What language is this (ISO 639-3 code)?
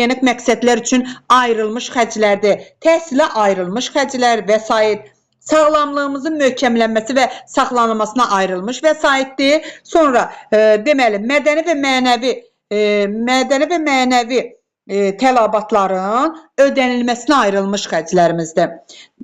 aze